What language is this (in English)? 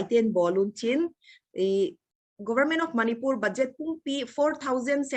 Paite Chin